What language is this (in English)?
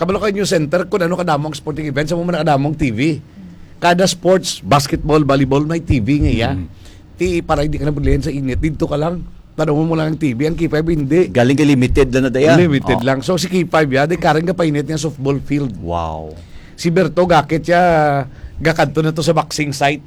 Hiligaynon